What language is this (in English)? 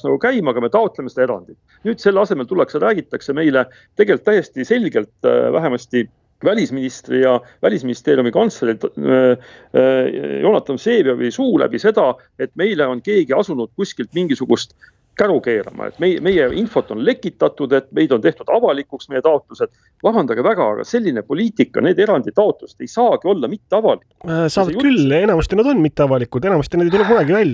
Estonian